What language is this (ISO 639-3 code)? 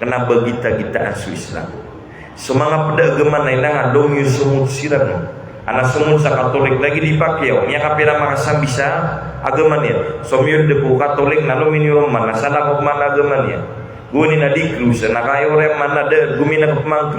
mrw